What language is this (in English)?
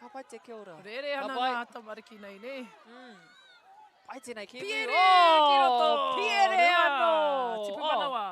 Māori